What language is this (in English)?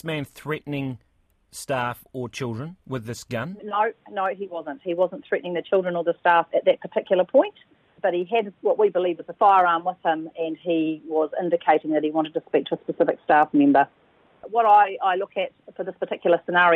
English